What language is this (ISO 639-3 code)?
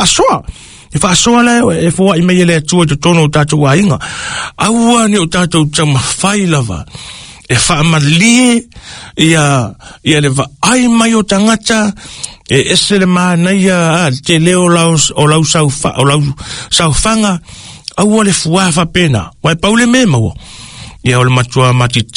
smo